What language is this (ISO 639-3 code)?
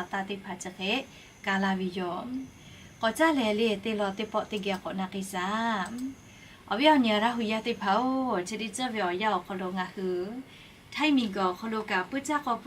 lhu